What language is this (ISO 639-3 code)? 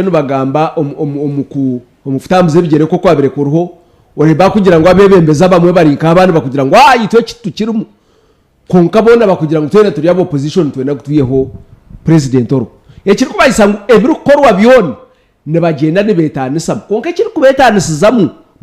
nyn